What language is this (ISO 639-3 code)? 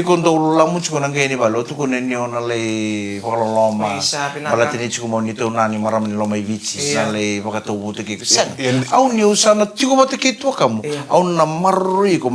fij